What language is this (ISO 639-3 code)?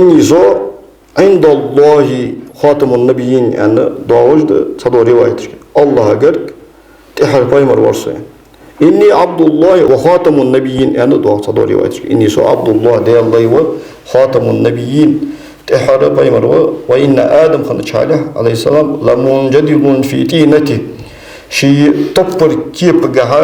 inh